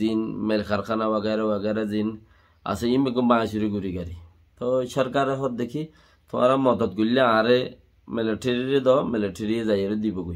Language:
Rohingya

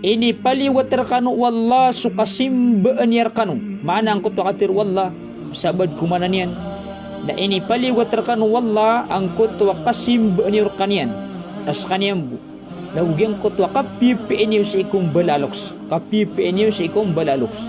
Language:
Maranao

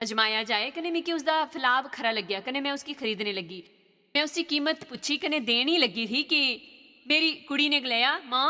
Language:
Dogri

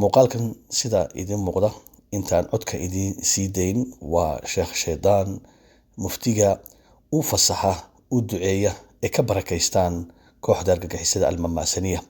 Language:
Somali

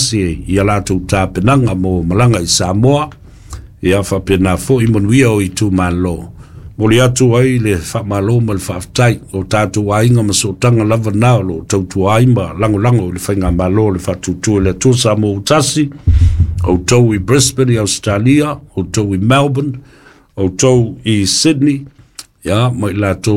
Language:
Samoan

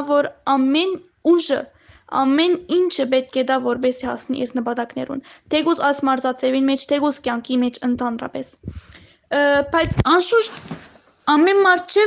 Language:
Western Armenian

